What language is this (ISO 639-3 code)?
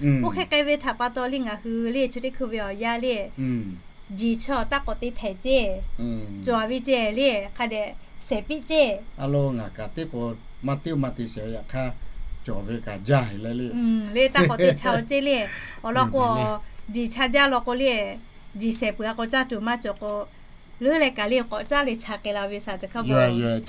lhu